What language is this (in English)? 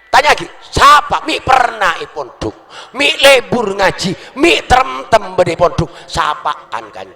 Madurese